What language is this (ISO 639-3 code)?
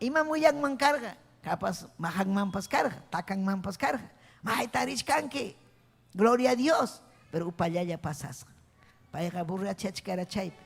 quy